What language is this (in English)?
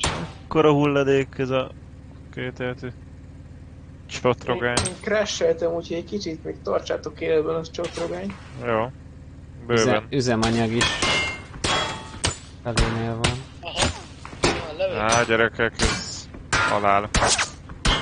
Hungarian